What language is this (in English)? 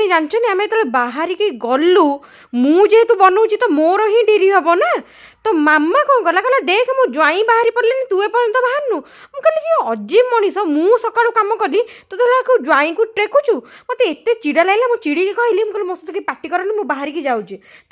Odia